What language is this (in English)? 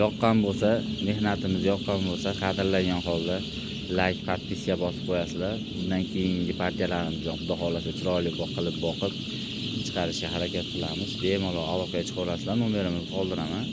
Uzbek